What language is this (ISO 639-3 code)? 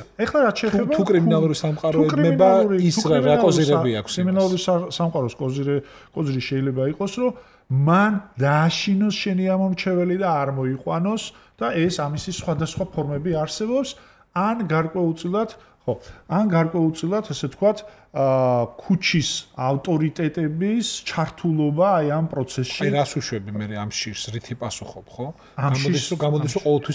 kat